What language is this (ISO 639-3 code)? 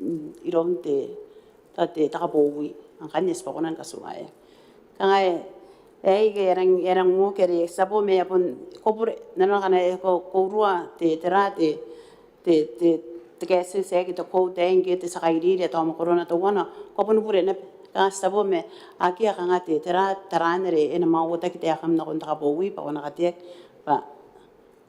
gil